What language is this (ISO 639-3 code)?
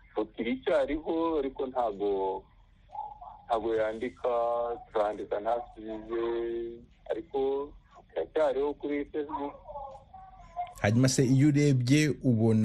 kin